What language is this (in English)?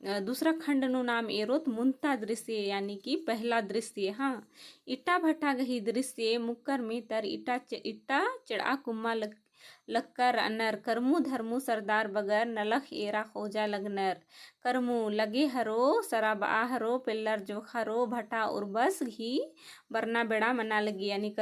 Kurukh